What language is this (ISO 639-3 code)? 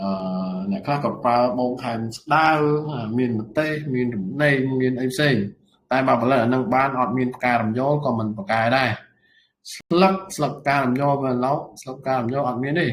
khm